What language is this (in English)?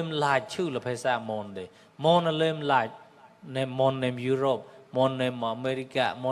Mon